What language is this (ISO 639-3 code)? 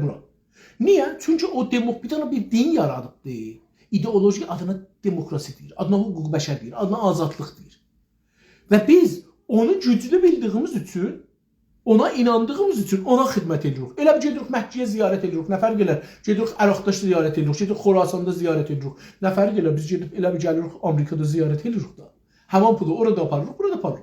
azb